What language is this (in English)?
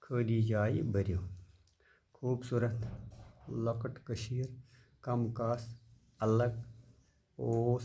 Kashmiri